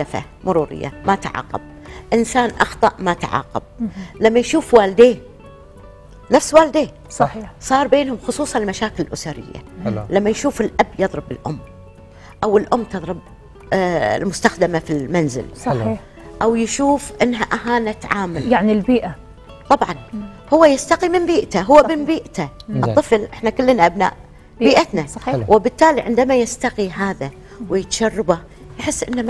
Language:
Gulf Arabic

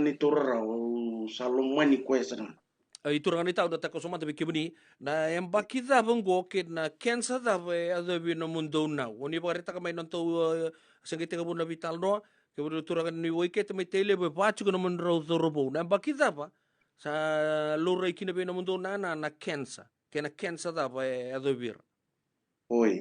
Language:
Fijian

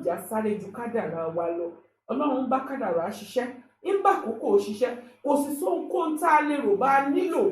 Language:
Yoruba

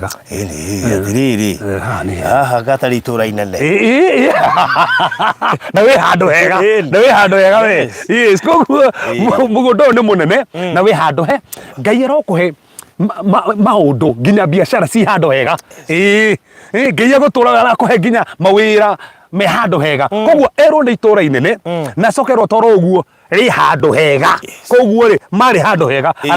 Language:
Kikuyu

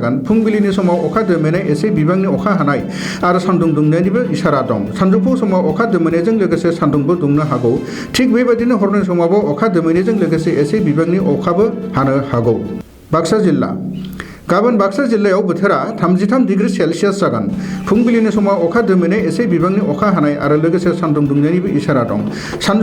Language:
Bodo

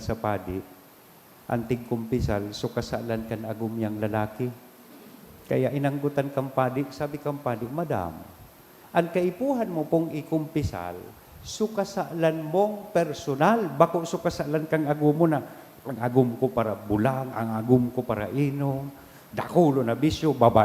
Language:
Bikol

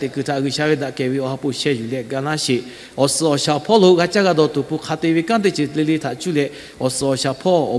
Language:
Lahu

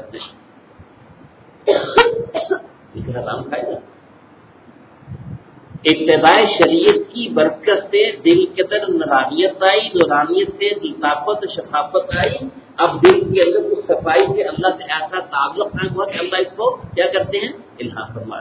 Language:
Urdu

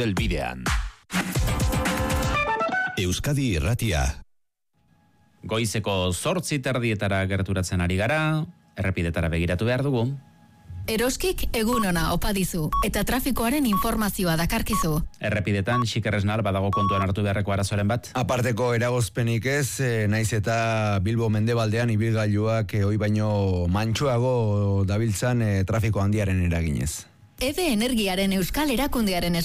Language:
Basque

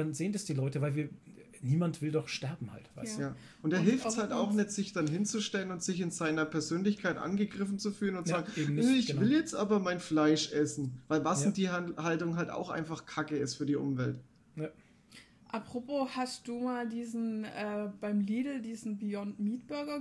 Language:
German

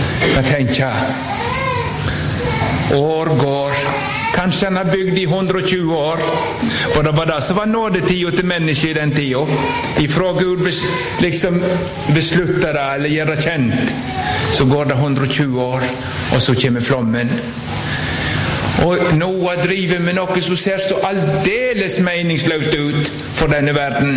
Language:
Norwegian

